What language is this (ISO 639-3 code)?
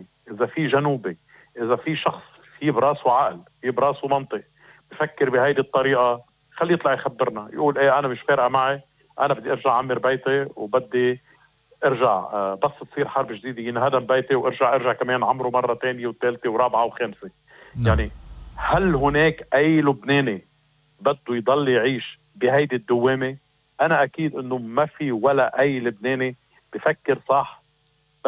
apc